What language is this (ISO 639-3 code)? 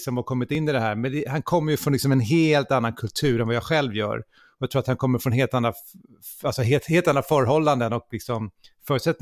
swe